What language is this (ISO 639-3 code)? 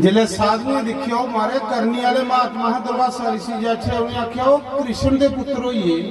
doi